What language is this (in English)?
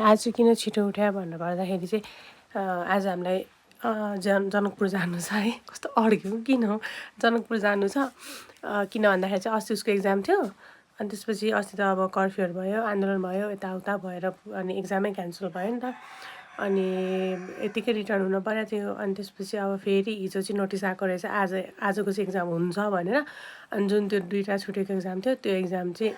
Nepali